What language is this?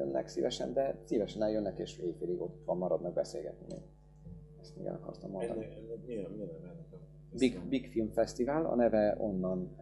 Hungarian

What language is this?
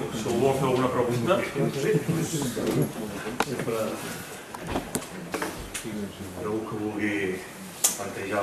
Catalan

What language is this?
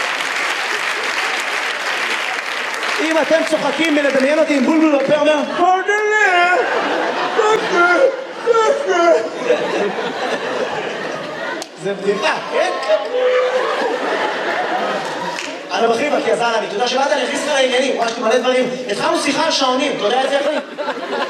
Hebrew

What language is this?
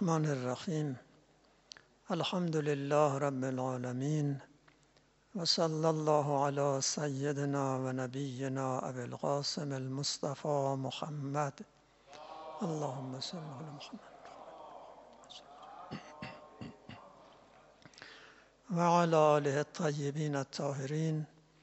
Persian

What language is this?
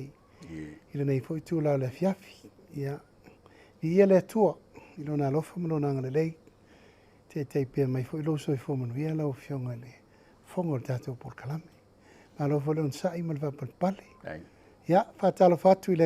Samoan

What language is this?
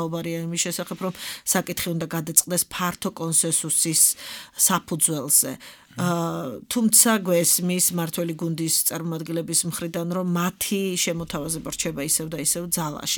Georgian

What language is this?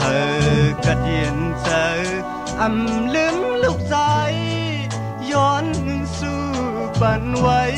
Shan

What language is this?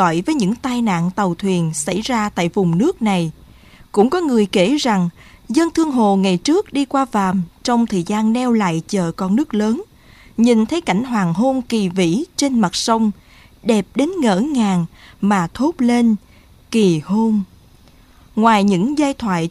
Vietnamese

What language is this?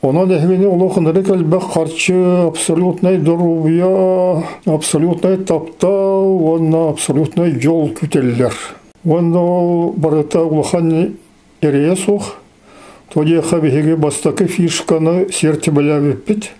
Yakut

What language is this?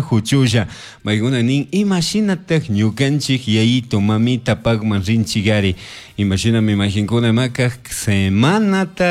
Chimborazo Highland Quichua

